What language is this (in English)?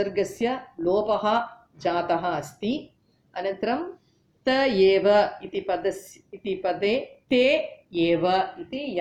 Sanskrit